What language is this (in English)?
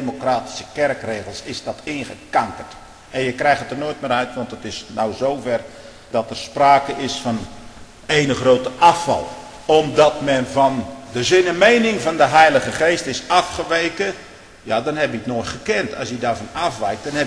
Dutch